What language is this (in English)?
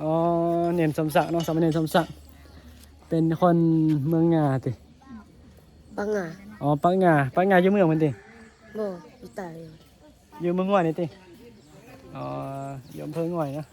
Northeastern Thai